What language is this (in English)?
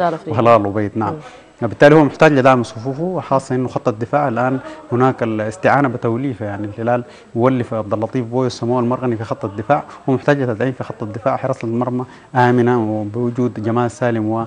Sudanese Arabic